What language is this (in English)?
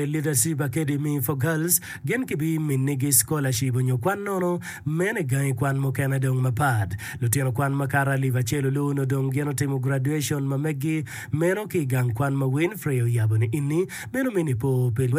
Acoli